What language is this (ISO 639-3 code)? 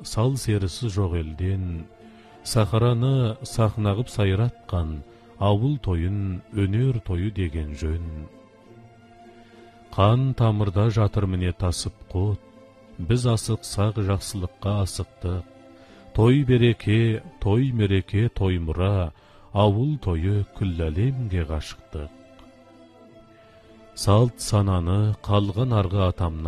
kaz